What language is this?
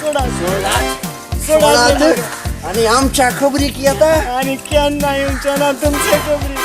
Konkani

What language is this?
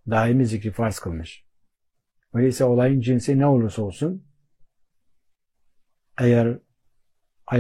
Turkish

